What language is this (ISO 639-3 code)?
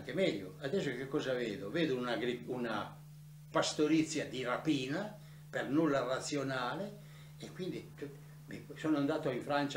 ita